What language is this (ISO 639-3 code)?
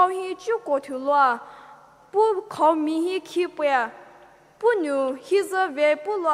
pmx